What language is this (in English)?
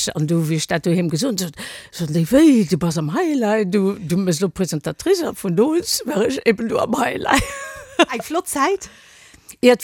Luxembourgish